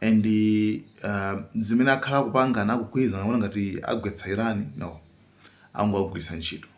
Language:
Nyanja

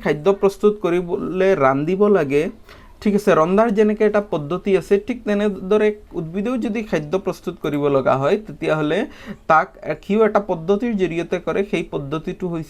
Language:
Assamese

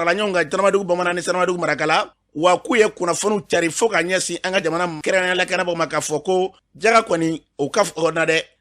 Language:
Bambara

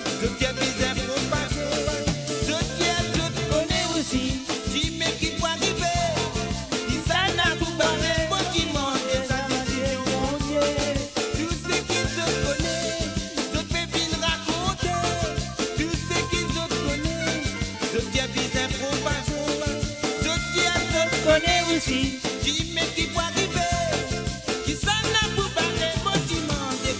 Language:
Morisyen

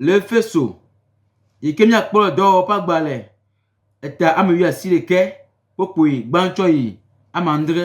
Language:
Gen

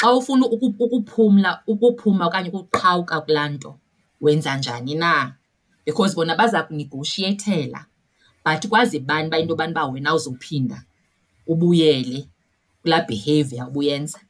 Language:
Xhosa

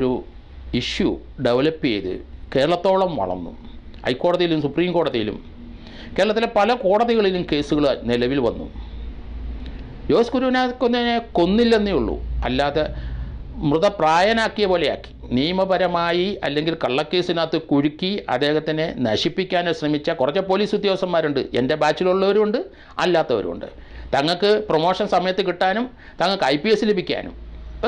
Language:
Malayalam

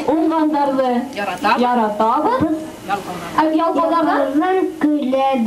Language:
Bashkir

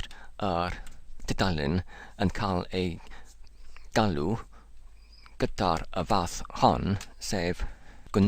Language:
Welsh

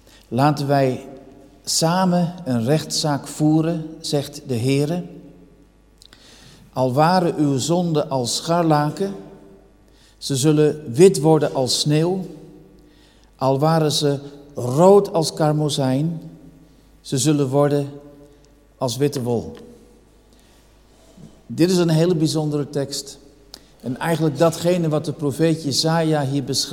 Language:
Dutch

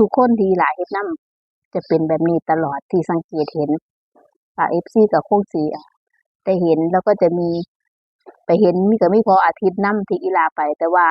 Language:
Northeastern Thai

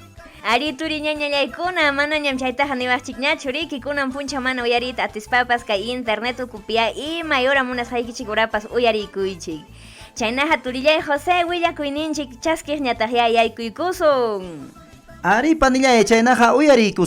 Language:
Ayacucho Quechua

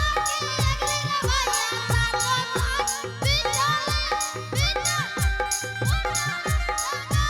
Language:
Angika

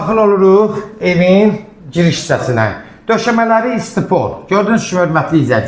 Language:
Azerbaijani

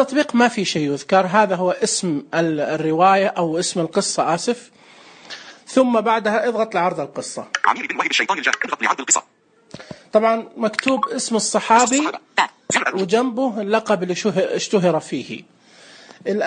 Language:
Najdi Arabic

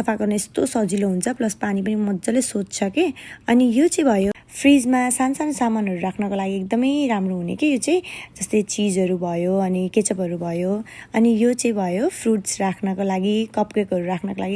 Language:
Nepali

